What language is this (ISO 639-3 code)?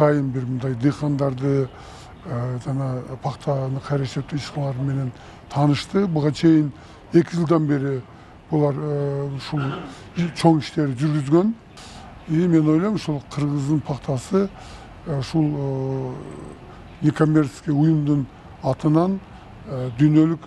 kir